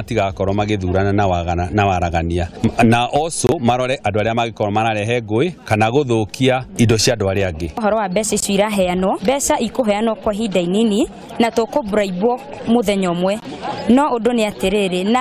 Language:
Kikuyu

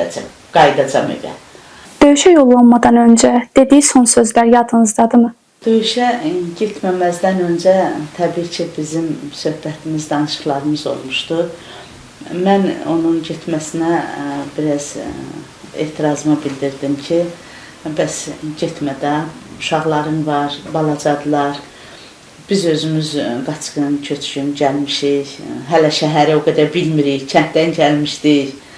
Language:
Azerbaijani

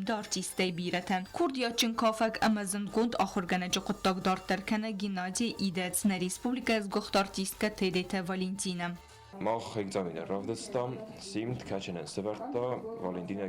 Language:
Ossetic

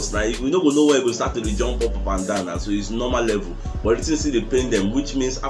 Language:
Nigerian Pidgin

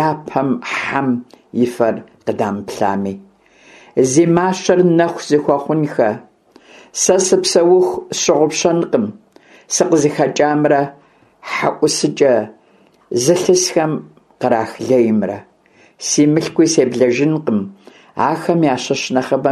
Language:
Kabardian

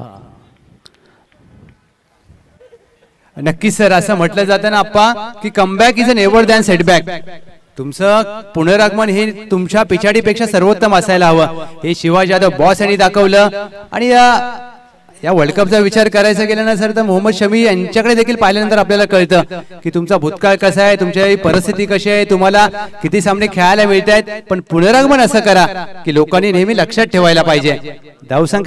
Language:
Marathi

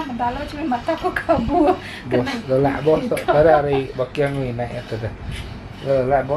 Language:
Iban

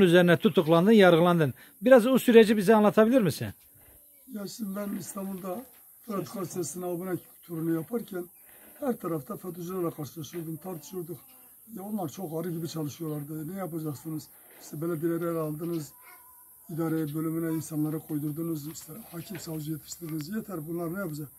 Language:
Turkish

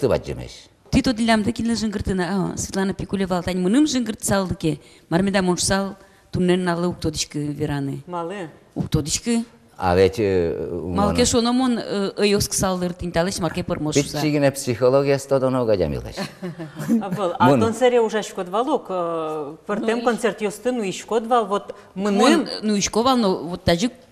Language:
Udmurt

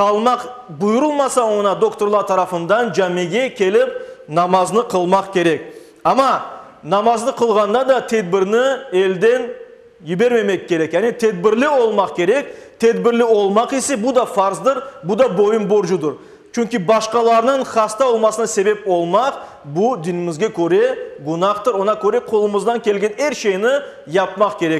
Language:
Crimean Tatar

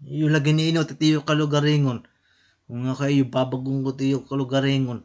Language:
Waray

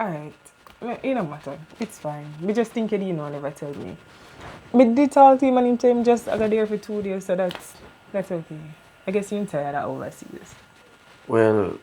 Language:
Jamaican Creole English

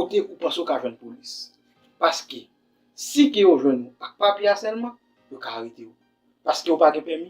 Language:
Haitian Creole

